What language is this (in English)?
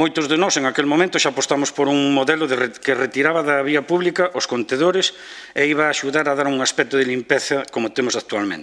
Galician